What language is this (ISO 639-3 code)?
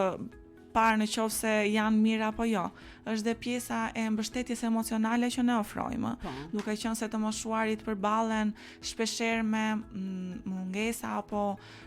sqi